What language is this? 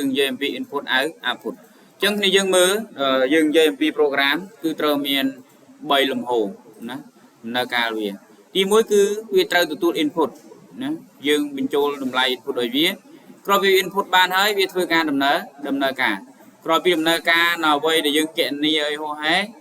Khmer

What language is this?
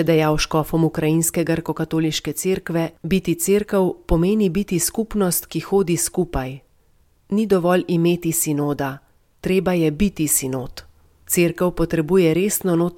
Slovenian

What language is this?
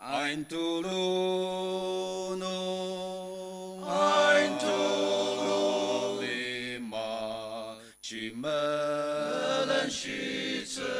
Ao Naga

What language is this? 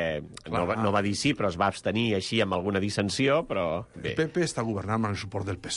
Catalan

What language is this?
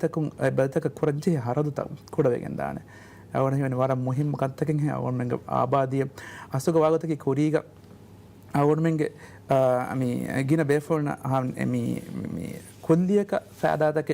Divehi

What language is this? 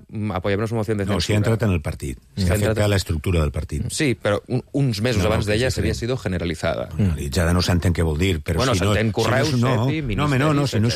Catalan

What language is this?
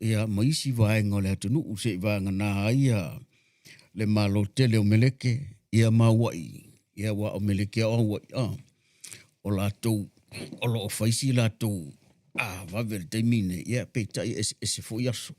Samoan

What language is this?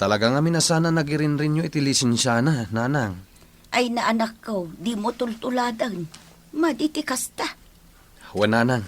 Iloko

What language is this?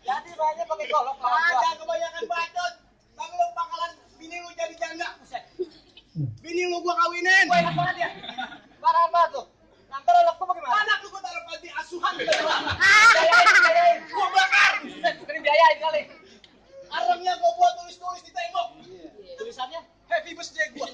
Betawi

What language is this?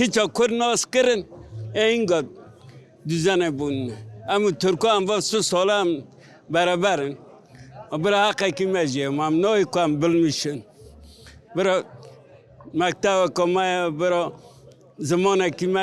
Kurdish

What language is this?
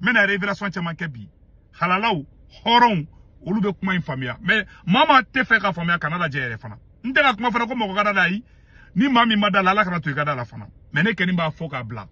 Bambara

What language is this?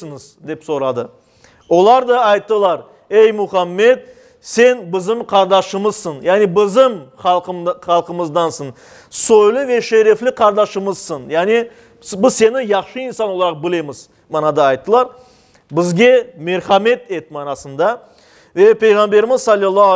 Crimean Tatar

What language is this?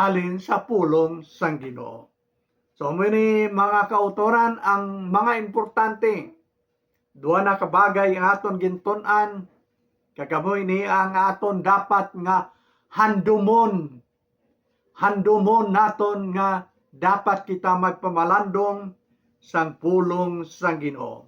Hiligaynon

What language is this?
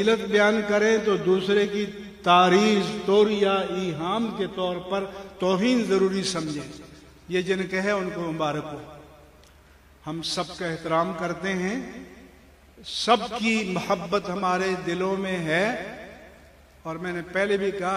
Urdu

